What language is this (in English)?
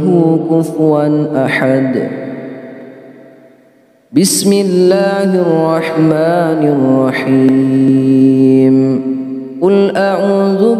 Arabic